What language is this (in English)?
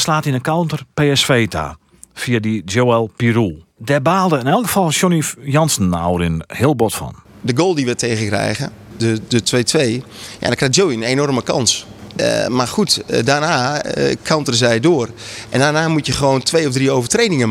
Western Frisian